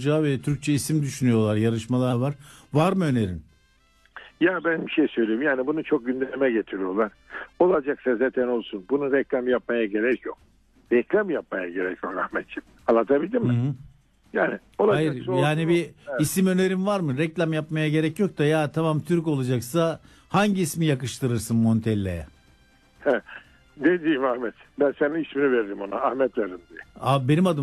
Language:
Turkish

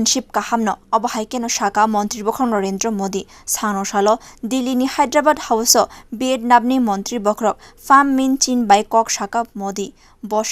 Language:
Kok Borok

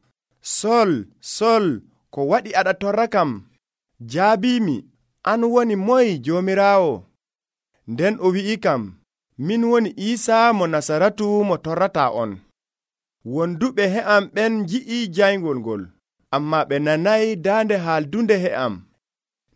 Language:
Nigerian Fulfulde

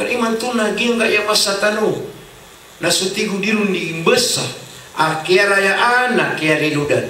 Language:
Maranao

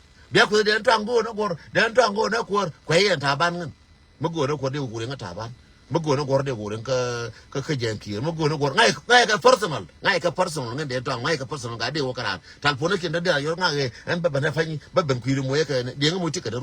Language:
Nuer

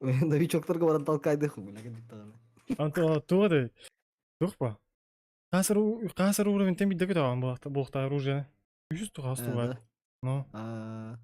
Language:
Yakut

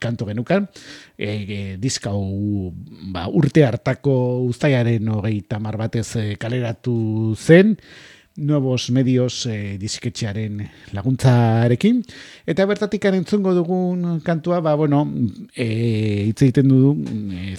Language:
Basque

